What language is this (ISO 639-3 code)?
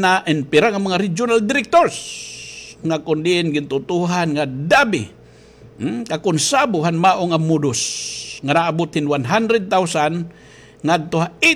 war